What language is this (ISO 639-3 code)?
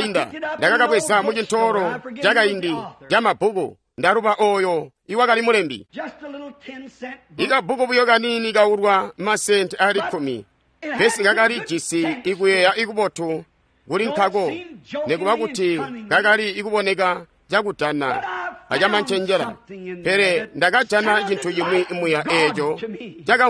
toi